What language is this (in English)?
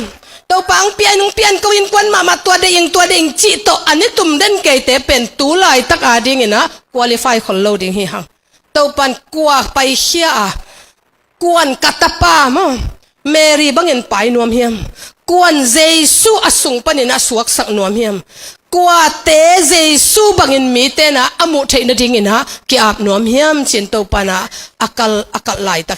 Tedim Chin